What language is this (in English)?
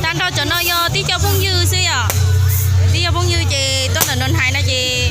Hmong